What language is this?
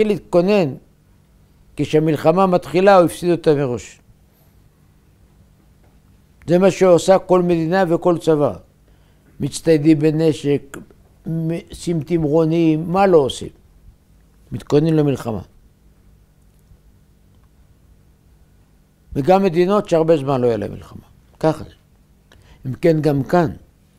Hebrew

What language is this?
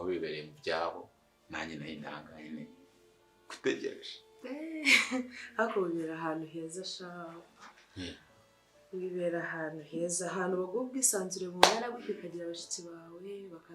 Kinyarwanda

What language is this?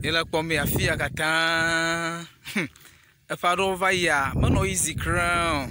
Ewe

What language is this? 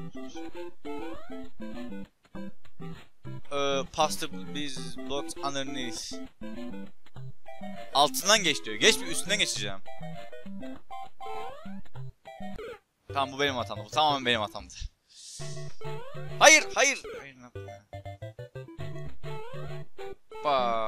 Turkish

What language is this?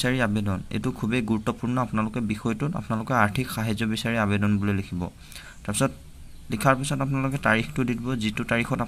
Assamese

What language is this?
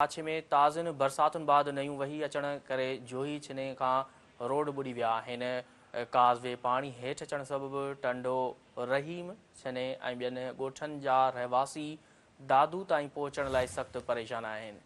Sindhi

